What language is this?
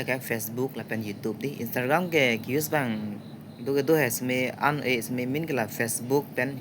Karbi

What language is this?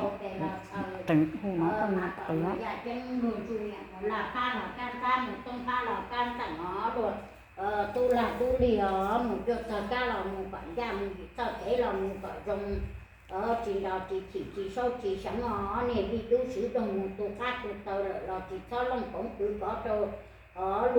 Hmong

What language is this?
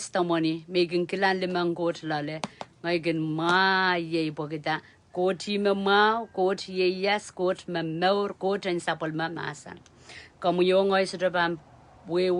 Pohnpeian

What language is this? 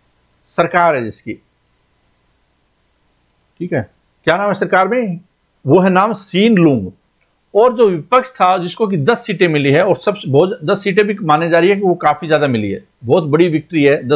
Hindi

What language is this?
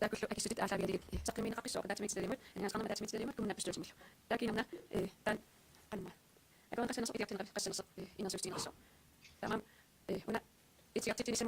Kalaallisut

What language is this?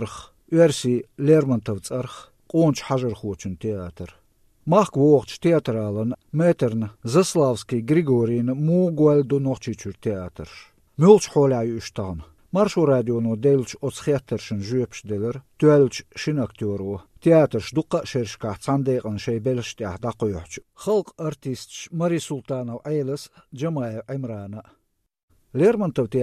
Chechen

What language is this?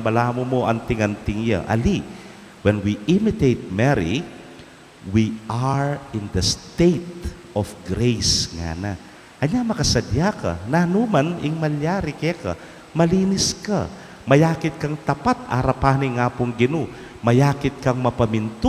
Pampanga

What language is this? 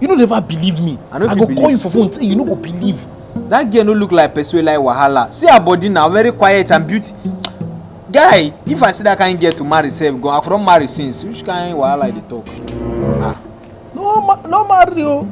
Nigerian Pidgin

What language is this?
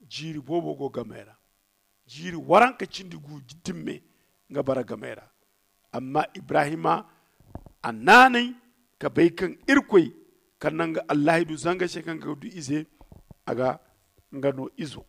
Zarma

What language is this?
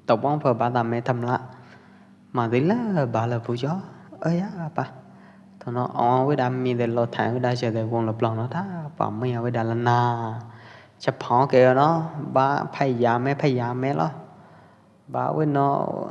Pwo Eastern Karen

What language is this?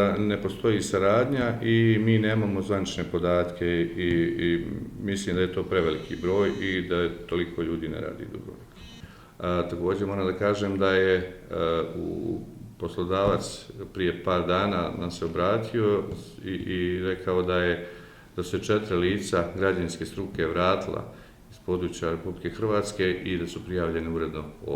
Bosnian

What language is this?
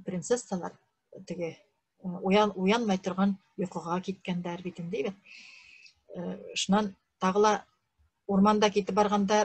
Bashkir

